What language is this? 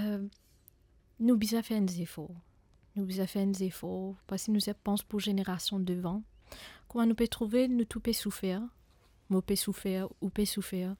Morisyen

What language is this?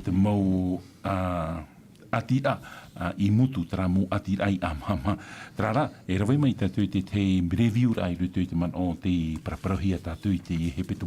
Tahitian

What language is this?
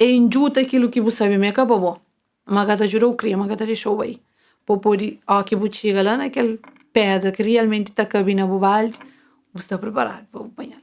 Kabuverdianu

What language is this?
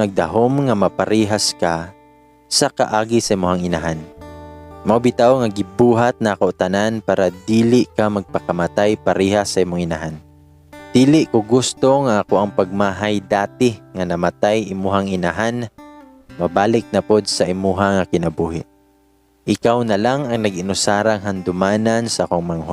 Cebuano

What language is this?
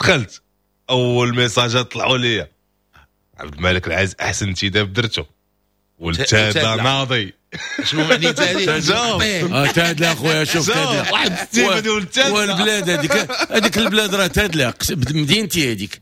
Moroccan Arabic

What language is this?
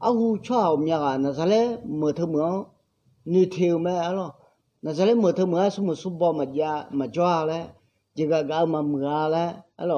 Akha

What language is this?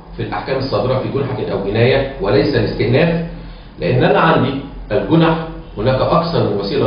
Egyptian Arabic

